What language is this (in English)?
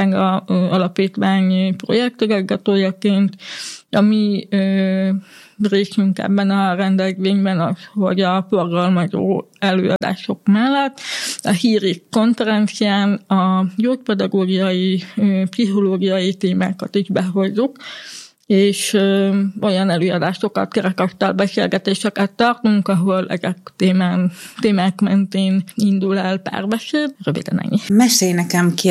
Hungarian